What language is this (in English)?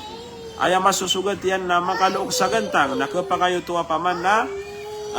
Maranao